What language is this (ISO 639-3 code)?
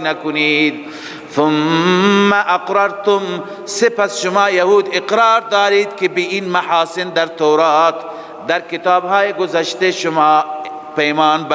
fas